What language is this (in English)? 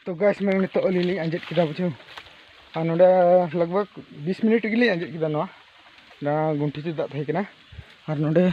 Santali